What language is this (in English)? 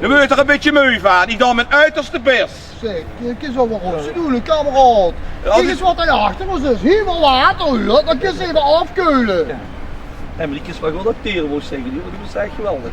Limburgish